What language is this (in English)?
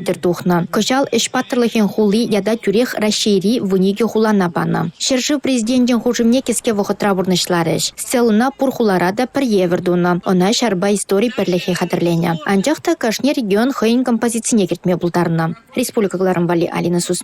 Chuvash